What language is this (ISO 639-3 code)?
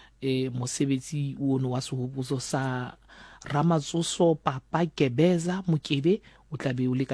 sot